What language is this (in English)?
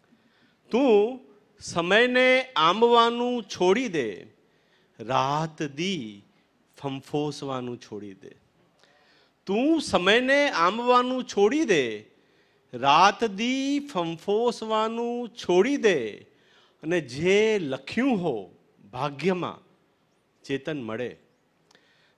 Gujarati